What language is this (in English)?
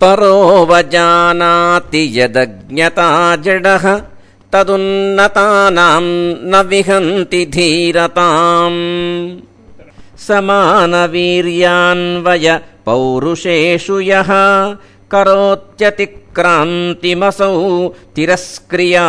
Sanskrit